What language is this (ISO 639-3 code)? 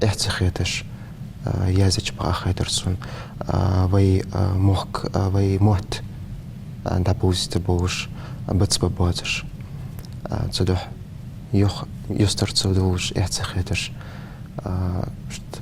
inh